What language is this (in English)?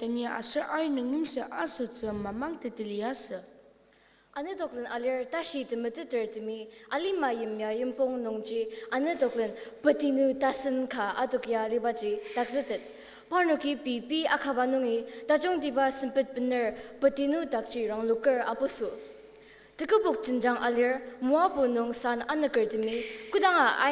Ao Naga